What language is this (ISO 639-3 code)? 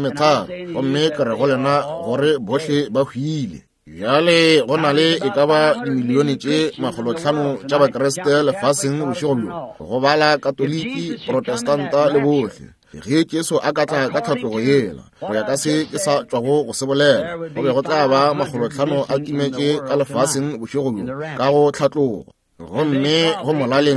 nso